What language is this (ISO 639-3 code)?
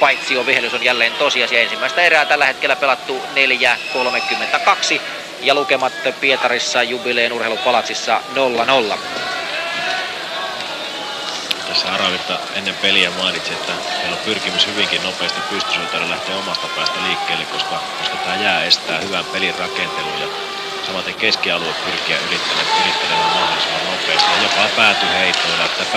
fin